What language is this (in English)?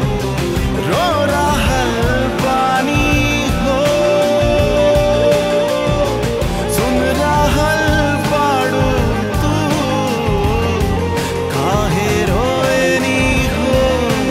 Bhojpuri